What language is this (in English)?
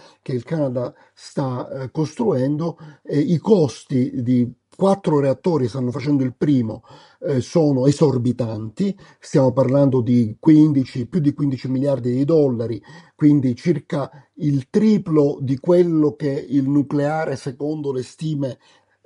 Italian